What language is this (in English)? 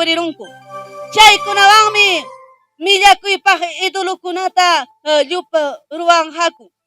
Ayacucho Quechua